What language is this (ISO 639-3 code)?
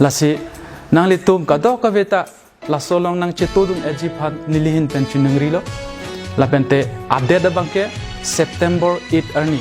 mjw